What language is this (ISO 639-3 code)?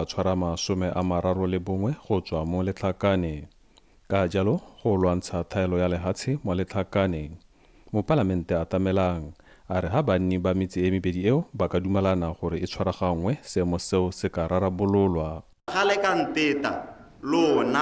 tsn